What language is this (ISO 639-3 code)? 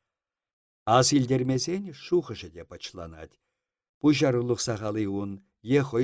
chv